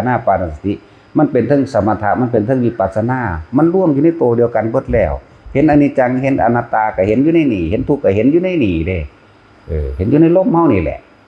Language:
Lao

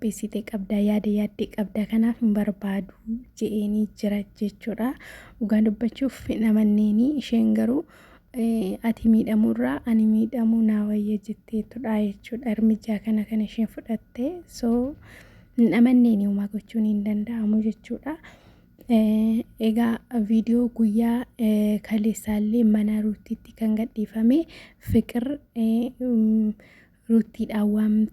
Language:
Oromo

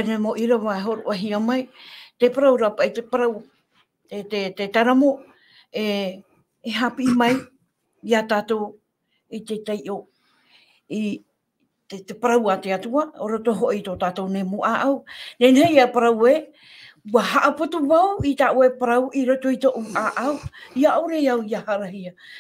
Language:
Tahitian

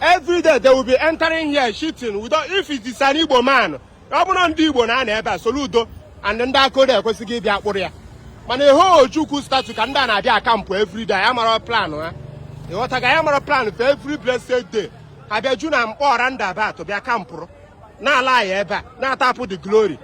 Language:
Igbo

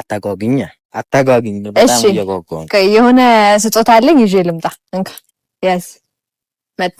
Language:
Amharic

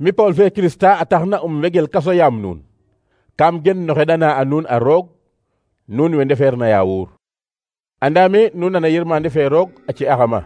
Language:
Serer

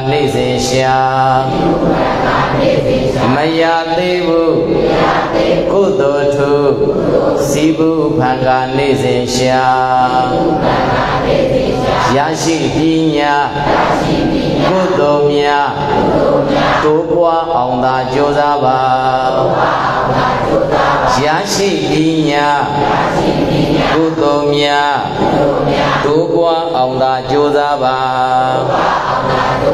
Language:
Burmese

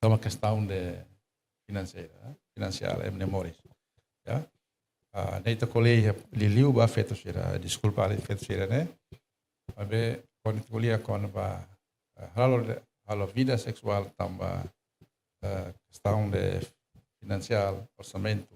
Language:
Tetum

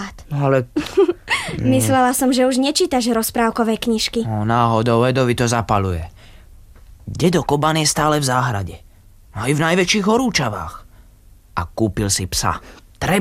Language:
Slovak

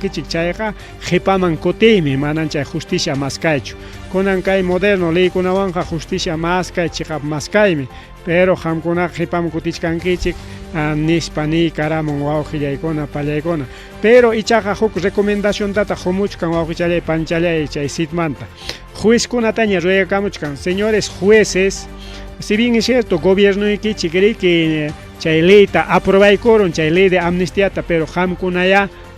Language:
Ayacucho Quechua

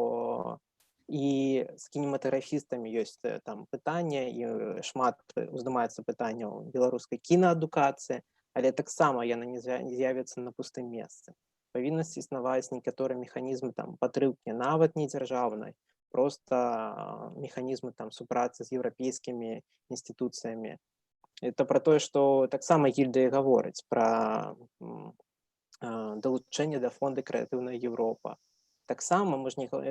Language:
Belarusian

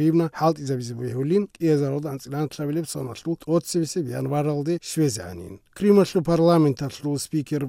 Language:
Avaric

